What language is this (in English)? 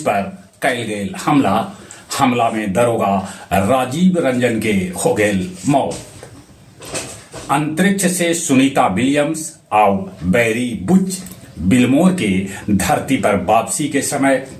Magahi